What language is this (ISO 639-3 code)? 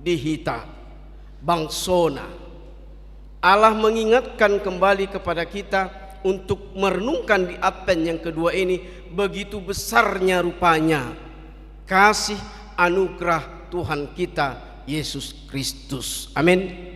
bbc